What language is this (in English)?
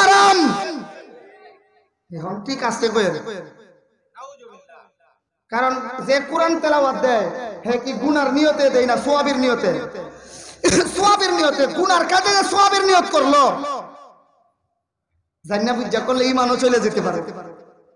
Bangla